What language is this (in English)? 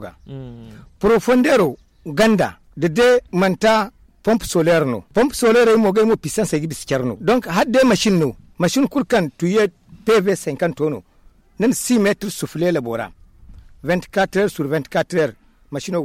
Zarma